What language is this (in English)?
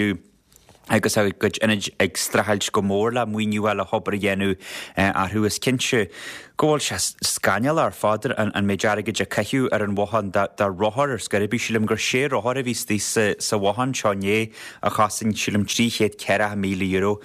Irish